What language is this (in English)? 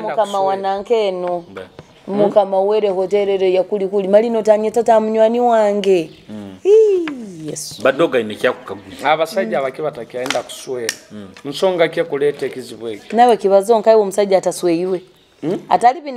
Nyoro